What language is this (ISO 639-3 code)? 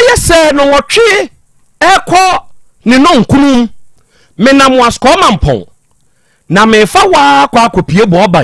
aka